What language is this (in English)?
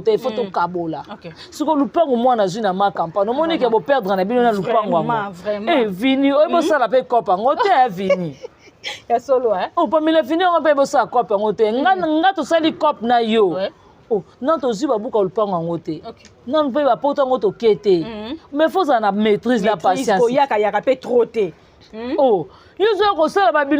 Lingala